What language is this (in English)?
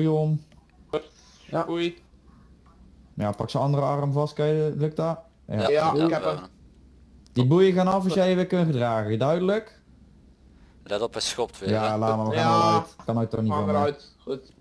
Dutch